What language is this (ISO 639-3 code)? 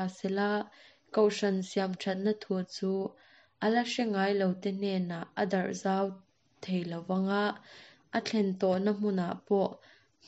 lus